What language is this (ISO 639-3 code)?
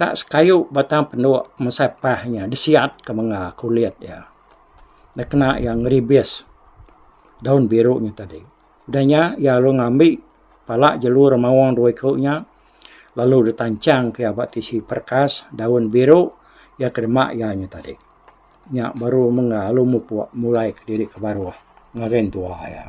iba